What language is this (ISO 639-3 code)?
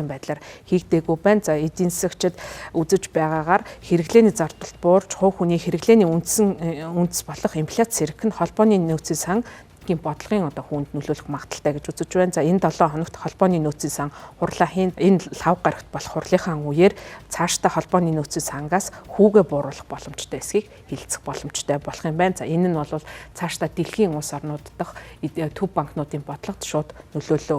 mon